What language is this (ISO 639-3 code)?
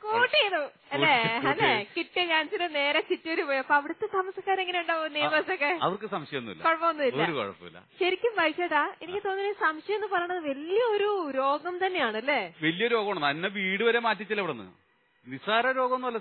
mal